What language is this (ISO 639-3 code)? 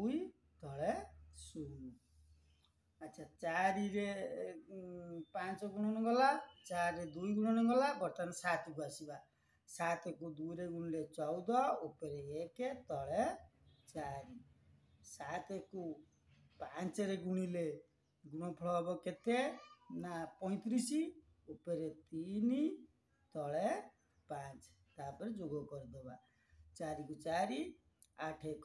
ori